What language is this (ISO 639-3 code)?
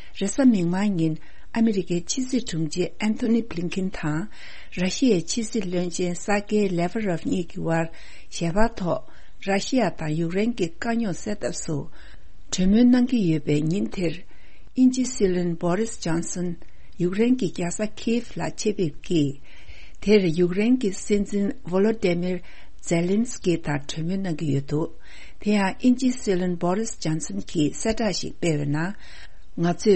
bod